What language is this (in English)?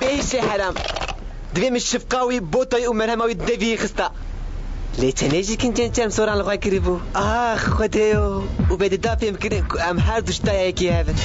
Kurdish